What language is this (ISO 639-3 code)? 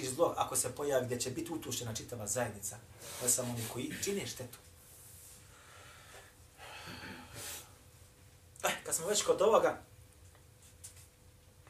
bos